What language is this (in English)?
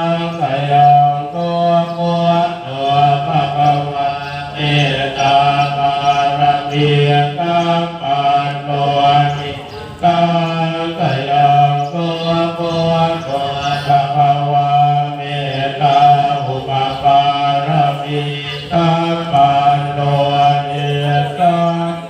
Pali